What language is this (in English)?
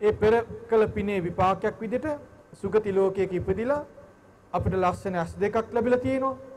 Sinhala